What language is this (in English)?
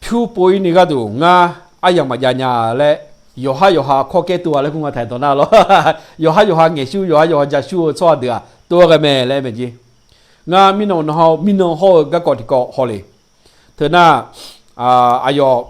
Akha